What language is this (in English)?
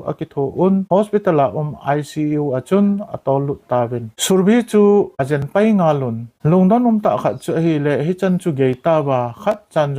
Thado Chin